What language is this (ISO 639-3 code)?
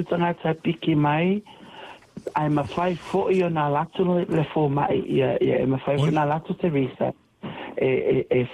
smo